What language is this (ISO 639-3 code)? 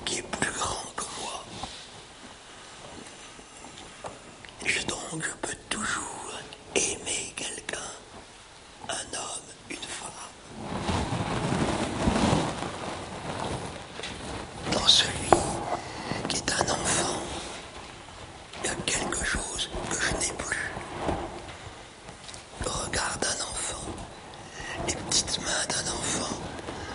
fra